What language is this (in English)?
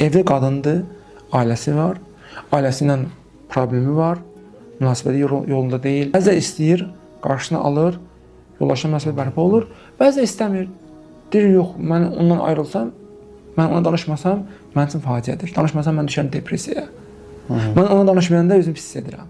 Azerbaijani